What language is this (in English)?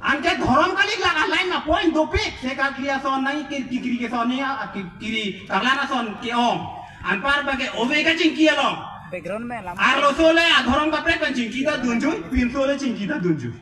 Karbi